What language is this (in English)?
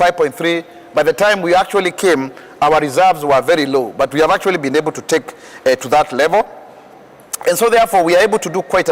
Kamba